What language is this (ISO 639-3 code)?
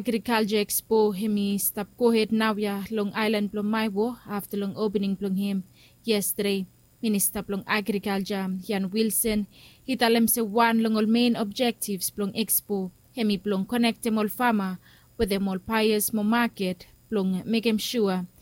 bis